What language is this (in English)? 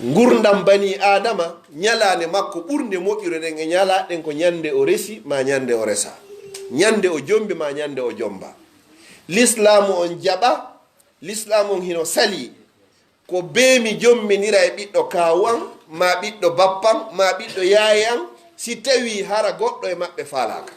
Pular